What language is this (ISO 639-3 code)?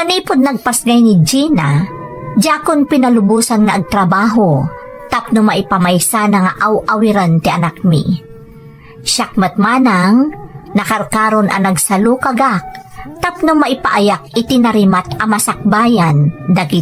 ilo